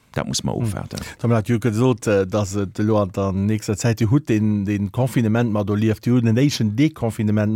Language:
Luxembourgish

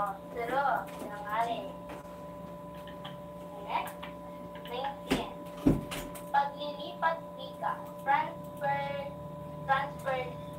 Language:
Filipino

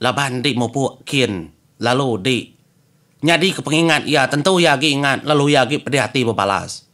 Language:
Iban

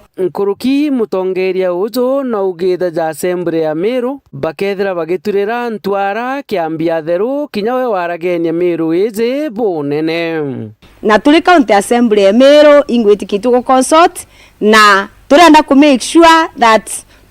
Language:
Meru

